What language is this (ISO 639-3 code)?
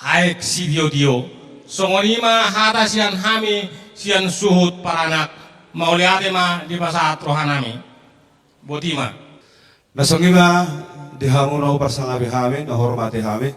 bbc